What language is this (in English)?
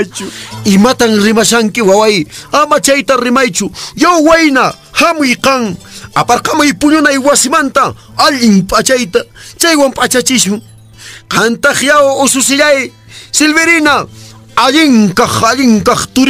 Quechua